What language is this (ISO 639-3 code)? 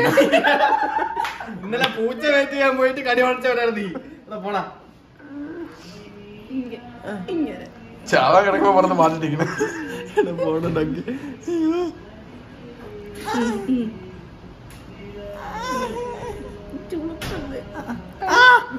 mal